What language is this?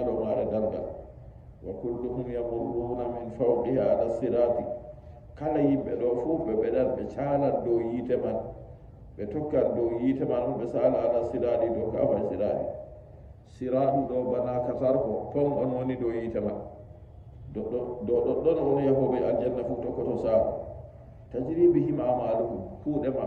Nigerian Fulfulde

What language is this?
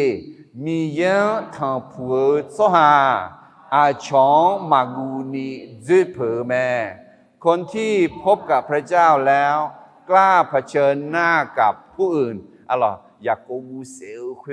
Akha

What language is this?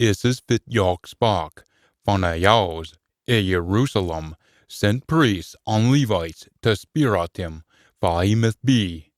Scots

